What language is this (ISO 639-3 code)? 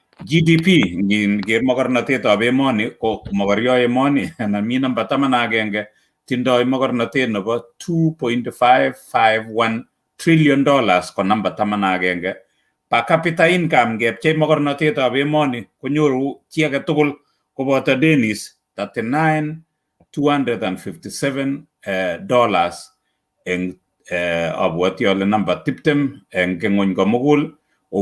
kln